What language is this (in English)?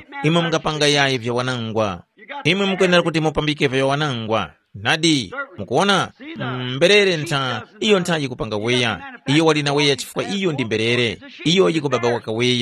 Tumbuka